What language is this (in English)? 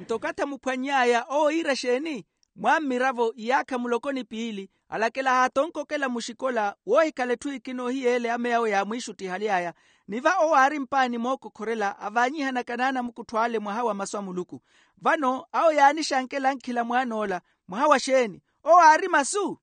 Makhuwa